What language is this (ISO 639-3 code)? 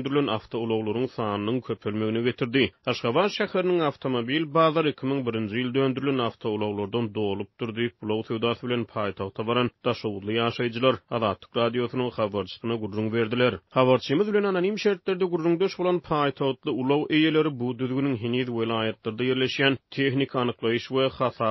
tuk